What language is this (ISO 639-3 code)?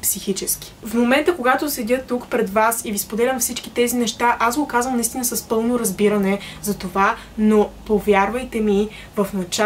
bul